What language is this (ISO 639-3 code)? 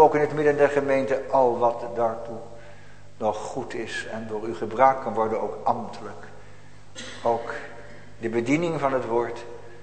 nld